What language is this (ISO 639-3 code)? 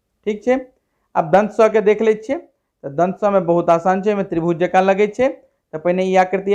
mai